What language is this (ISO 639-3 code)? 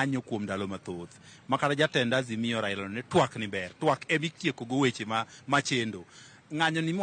luo